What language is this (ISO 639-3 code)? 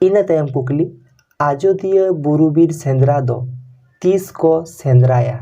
sat